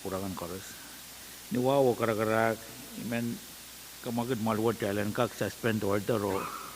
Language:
Pohnpeian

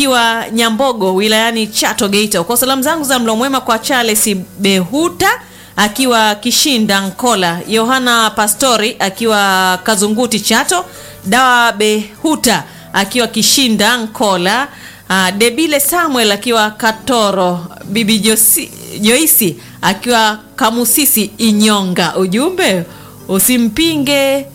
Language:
Swahili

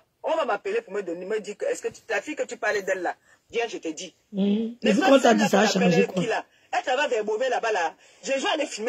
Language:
French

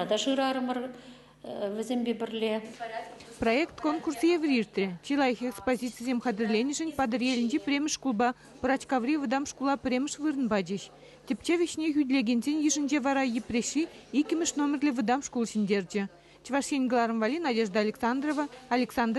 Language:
Chuvash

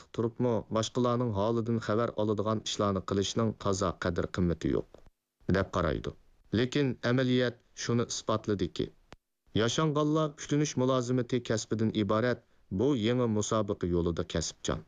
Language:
Uyghur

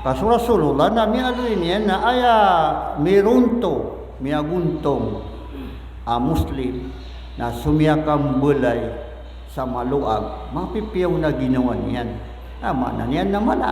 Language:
Maranao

